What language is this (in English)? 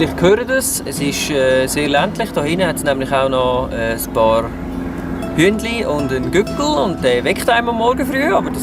Swiss German